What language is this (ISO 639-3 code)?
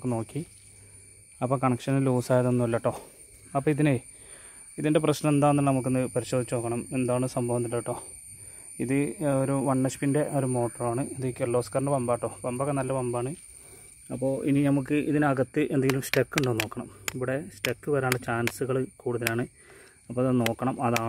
mal